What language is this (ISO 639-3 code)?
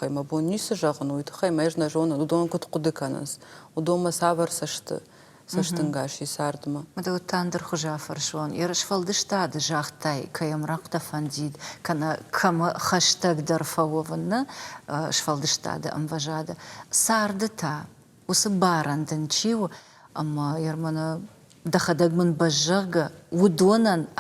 oss